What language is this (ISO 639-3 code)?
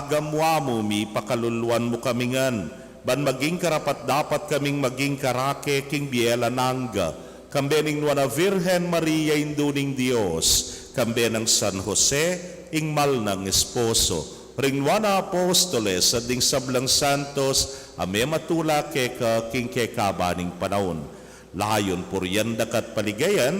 pam